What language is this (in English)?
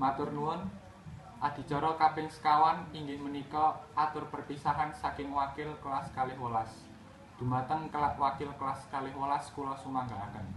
Javanese